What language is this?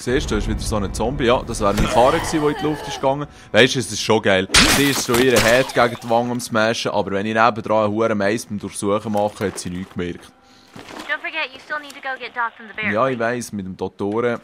Swiss German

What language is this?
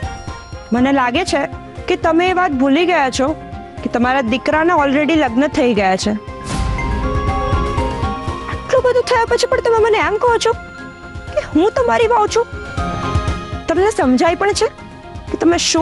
Gujarati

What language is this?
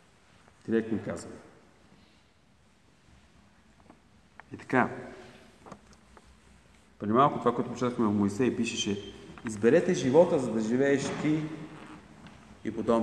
Bulgarian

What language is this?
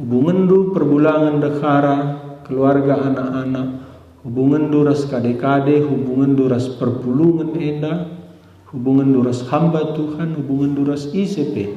Batak Karo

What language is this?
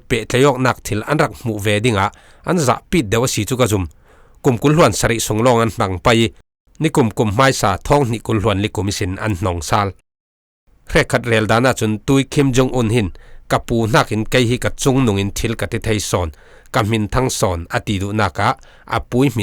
Falam Chin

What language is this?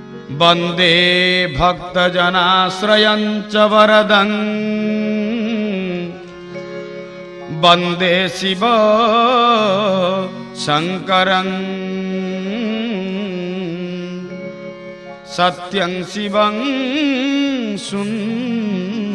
Odia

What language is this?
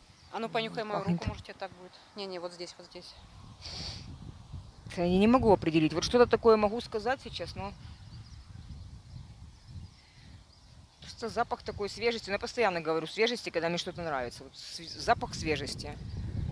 Russian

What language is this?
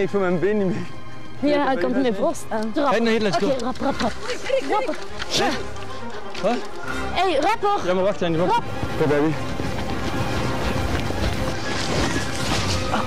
Dutch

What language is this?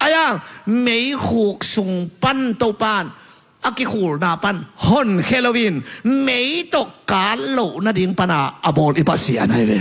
Tedim Chin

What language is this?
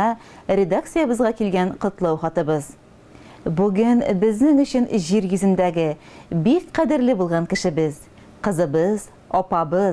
Tatar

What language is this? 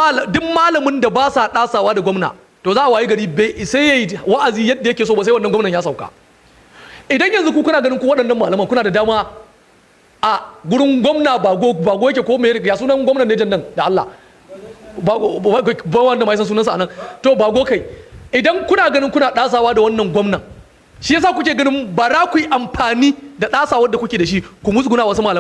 Hausa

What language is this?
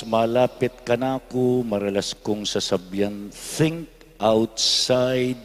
Pampanga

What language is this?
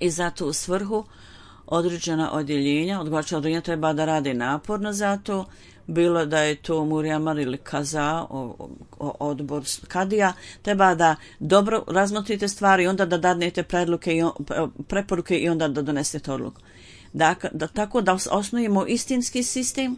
Bosnian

